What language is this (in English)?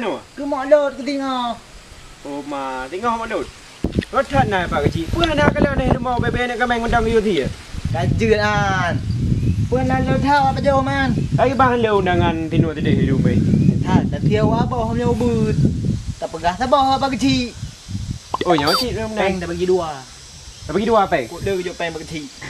Achinese